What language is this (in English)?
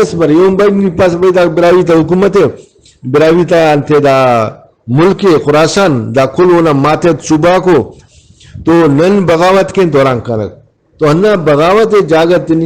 Brahui